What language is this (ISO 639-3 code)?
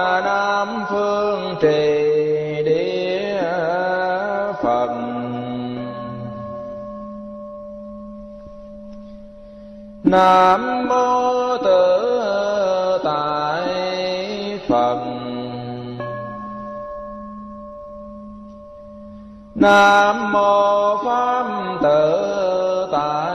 vie